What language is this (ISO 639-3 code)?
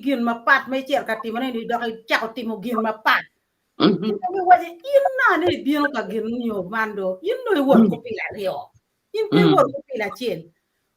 ach